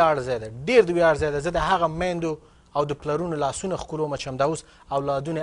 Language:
Pashto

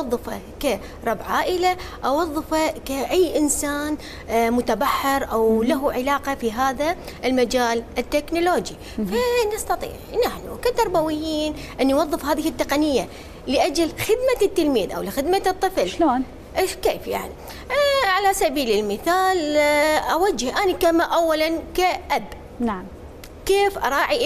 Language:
Mesopotamian Arabic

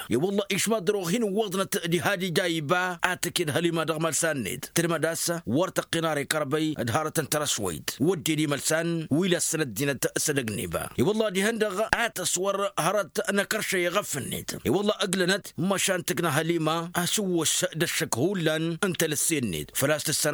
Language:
Tamasheq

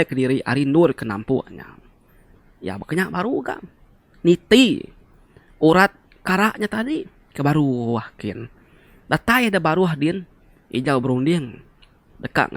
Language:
Iban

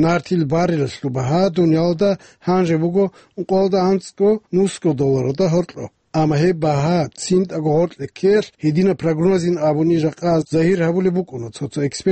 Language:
Avaric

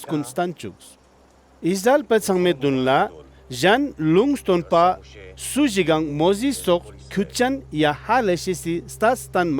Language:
Ladakhi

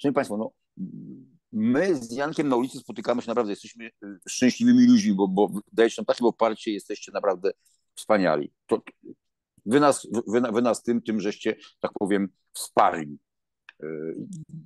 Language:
Polish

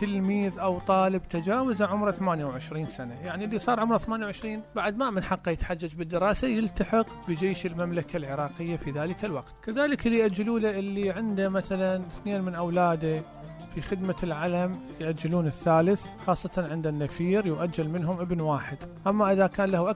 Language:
Mesopotamian Arabic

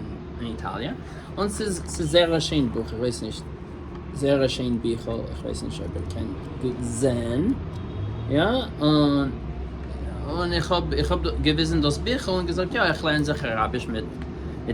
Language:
Yiddish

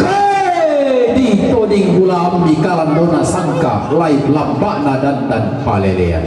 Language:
Toraja-Sa'dan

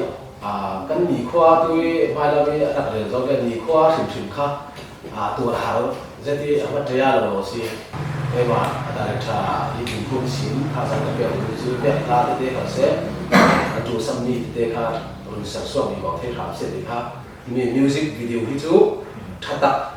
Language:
Falam Chin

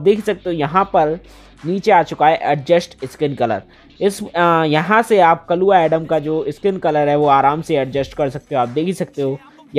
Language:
Hindi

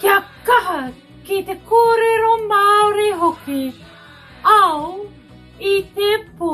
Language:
Māori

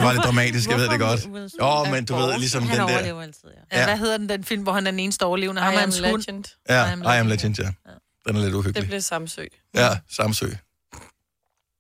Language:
Danish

